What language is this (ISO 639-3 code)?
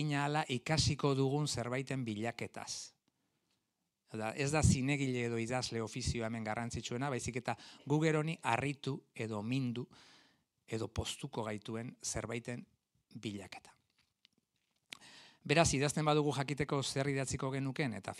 eus